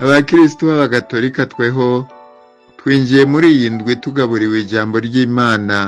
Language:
Rundi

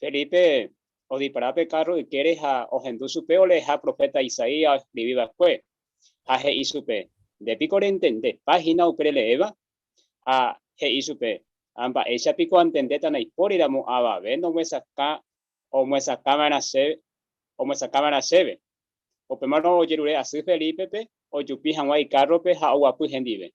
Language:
Guarani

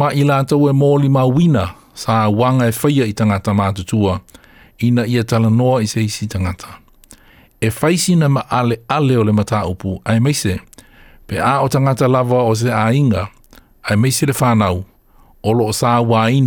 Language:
Samoan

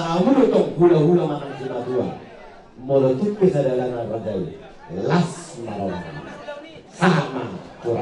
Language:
Batak Toba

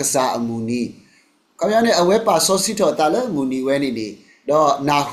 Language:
S'gaw Karen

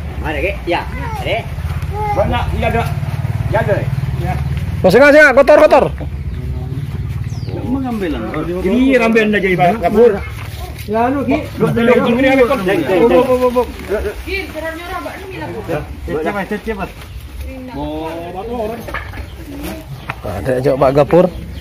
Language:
Indonesian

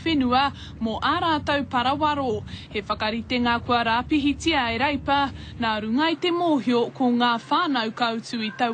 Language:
Māori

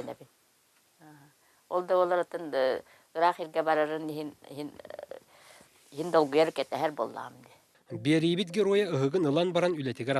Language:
Yakut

